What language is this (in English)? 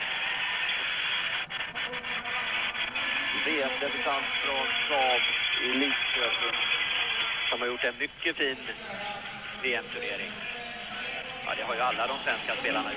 Swedish